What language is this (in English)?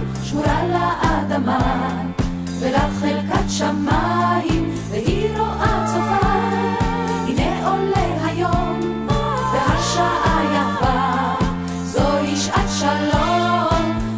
Hebrew